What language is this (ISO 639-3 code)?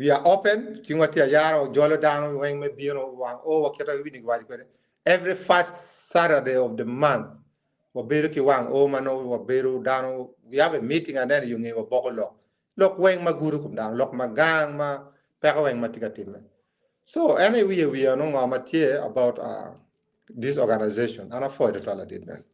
ach